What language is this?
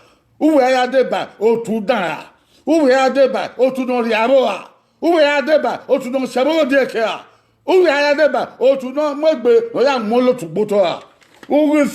Bini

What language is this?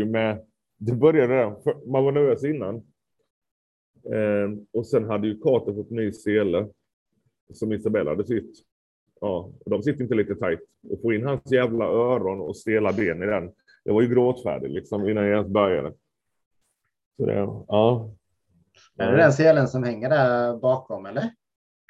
Swedish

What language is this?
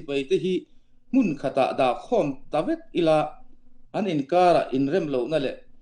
Falam Chin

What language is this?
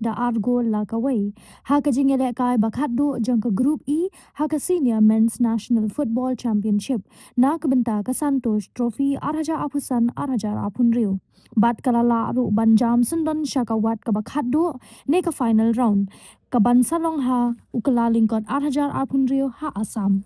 Khasi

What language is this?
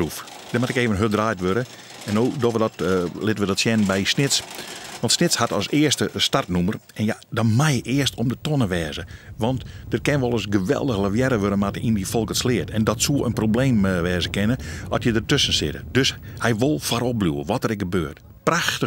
Western Frisian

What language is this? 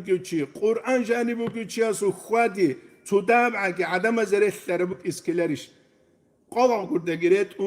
Avaric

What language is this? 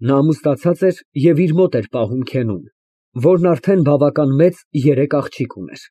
Armenian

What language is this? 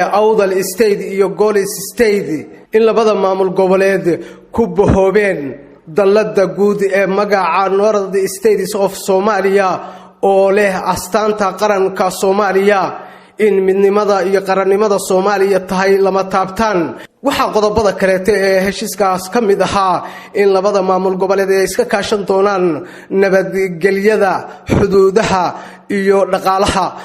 Somali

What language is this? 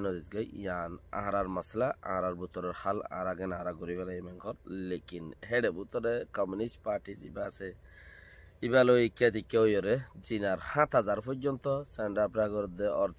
Rohingya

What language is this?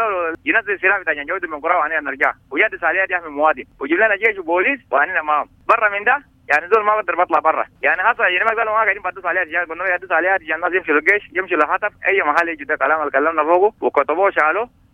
Sudanese Arabic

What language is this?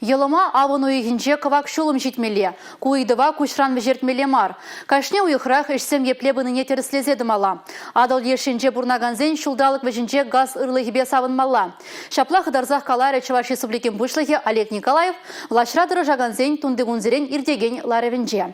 Chuvash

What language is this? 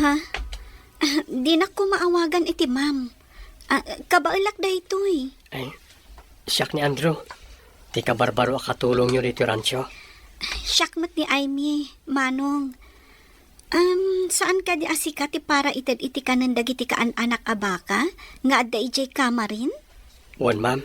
Iloko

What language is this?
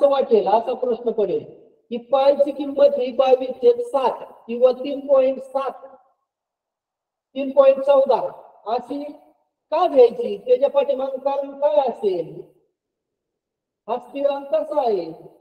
Marathi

